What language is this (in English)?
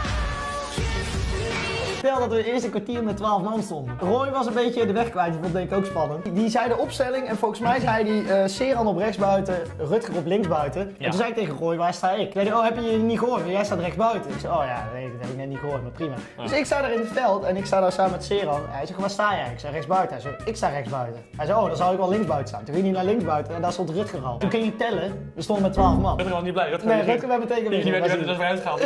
Dutch